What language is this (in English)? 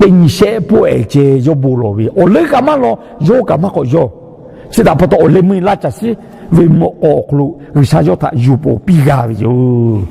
Lahu